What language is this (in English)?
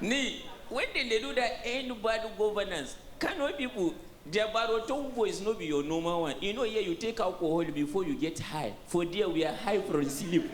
Nigerian Pidgin